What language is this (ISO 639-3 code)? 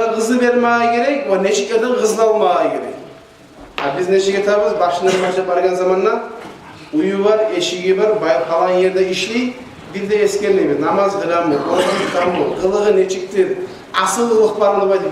kum